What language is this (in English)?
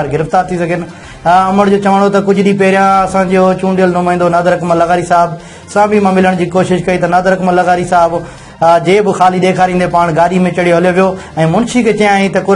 Sindhi